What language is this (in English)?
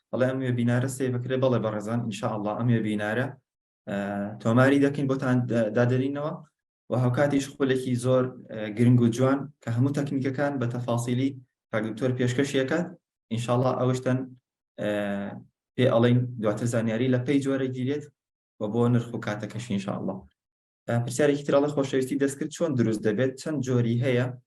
Central Kurdish